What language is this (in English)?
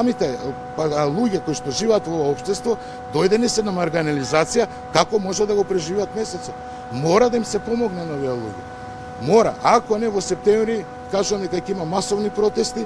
Macedonian